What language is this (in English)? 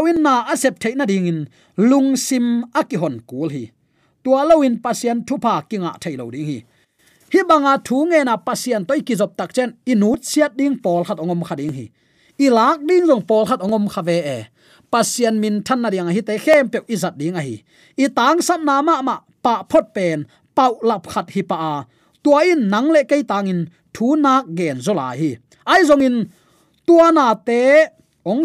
Tedim Chin